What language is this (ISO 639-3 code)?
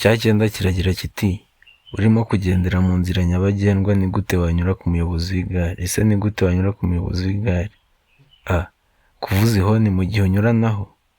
kin